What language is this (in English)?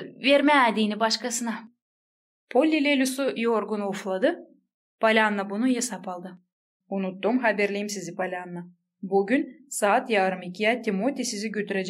Gagauz